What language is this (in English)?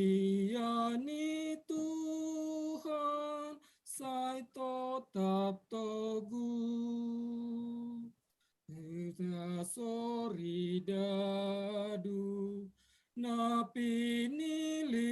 Batak Simalungun